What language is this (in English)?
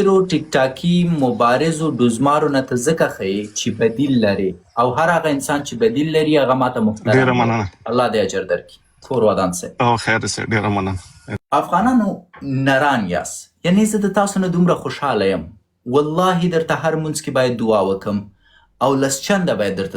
Pashto